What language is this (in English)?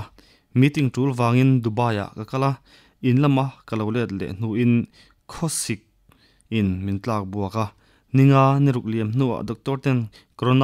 Mizo